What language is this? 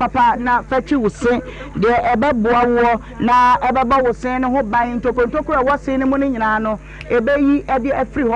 Akan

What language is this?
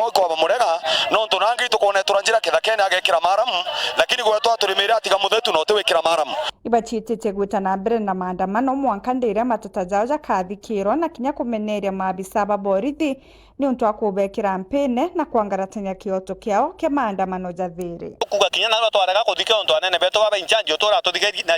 Meru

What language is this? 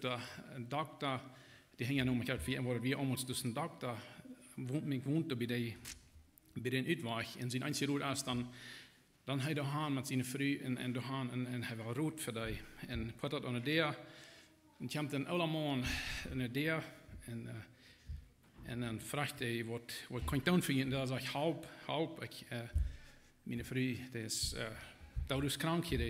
Plautdietsch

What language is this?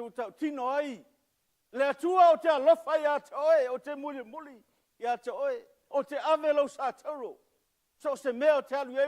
Samoan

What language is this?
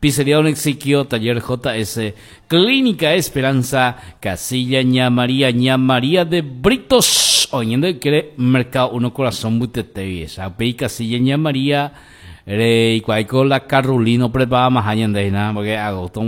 Guarani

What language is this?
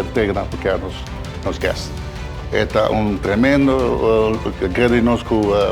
Papiamento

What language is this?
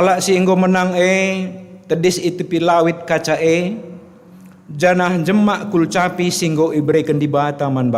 Batak Karo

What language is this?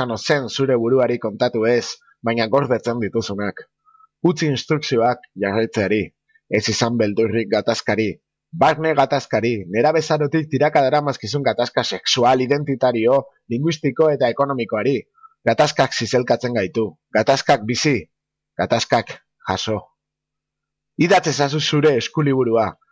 Basque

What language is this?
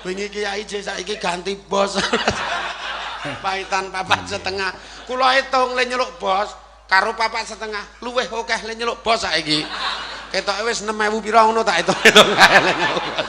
Javanese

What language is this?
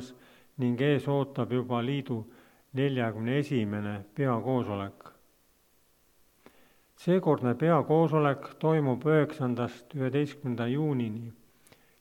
Estonian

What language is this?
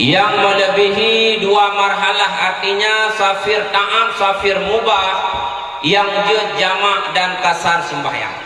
Achinese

